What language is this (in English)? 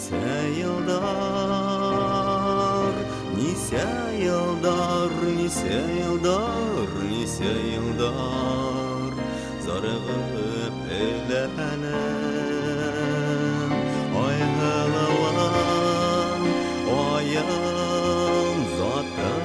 Bashkir